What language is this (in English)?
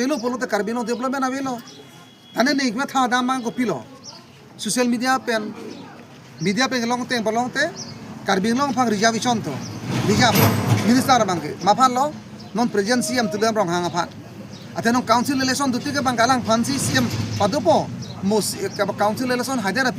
Karbi